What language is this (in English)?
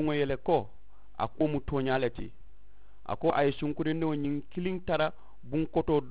Mandingo